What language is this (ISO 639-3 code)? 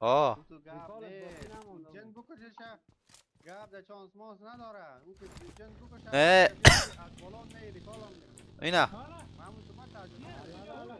fas